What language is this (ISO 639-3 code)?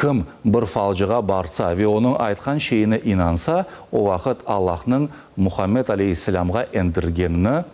crh